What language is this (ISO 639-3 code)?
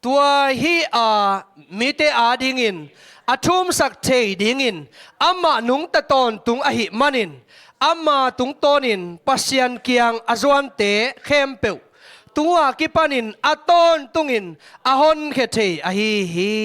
ctd